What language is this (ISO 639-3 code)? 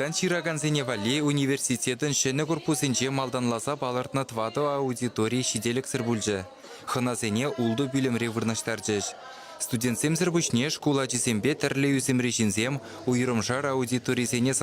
chv